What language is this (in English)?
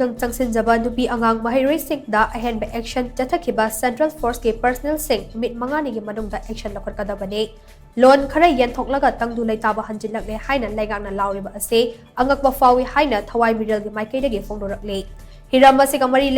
Manipuri